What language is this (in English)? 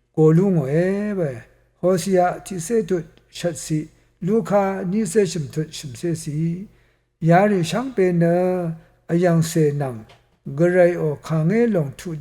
Rawang